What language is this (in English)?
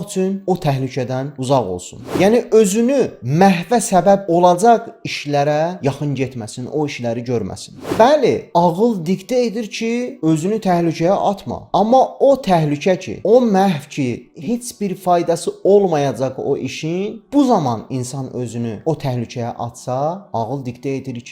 Azerbaijani